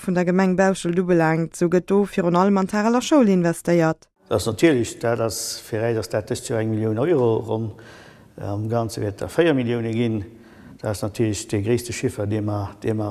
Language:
Luxembourgish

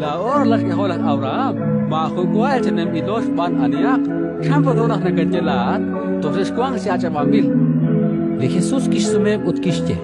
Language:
Kekchí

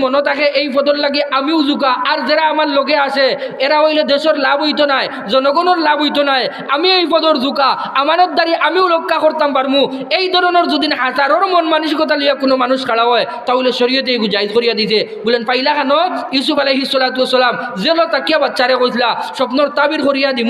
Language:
Sylheti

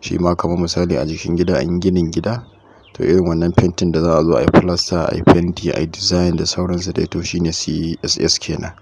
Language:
Hausa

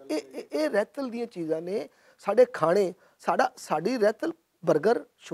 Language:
Western Panjabi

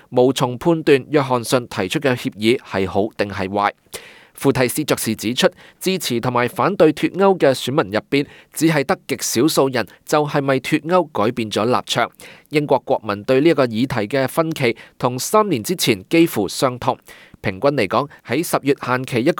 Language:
Cantonese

